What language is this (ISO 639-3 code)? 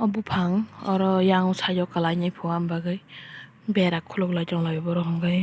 trp